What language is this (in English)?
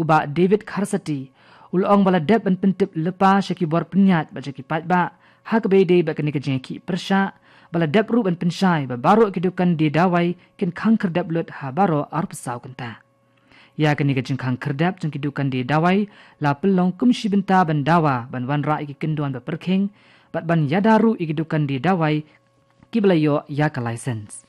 Khasi